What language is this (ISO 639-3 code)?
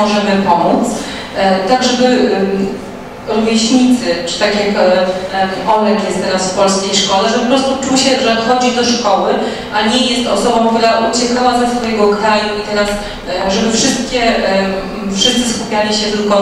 pol